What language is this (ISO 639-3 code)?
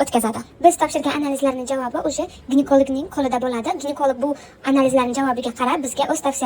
uzb